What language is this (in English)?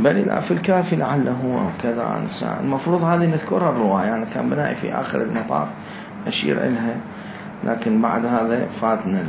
Mesopotamian Arabic